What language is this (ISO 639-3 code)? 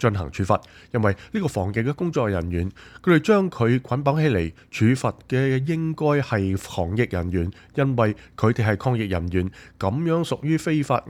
yue